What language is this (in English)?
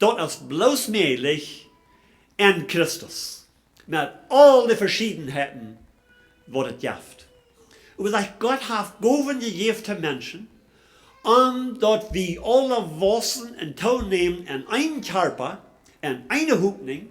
Plautdietsch